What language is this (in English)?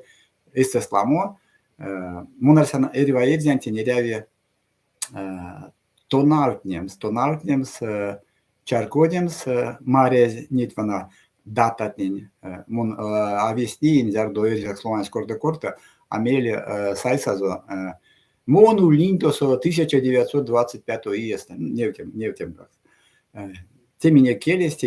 Erzya